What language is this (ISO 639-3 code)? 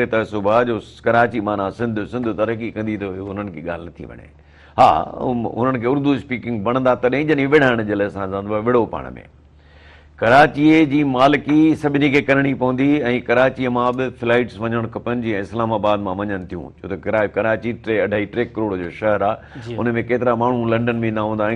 snd